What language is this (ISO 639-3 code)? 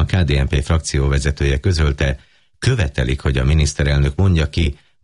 hun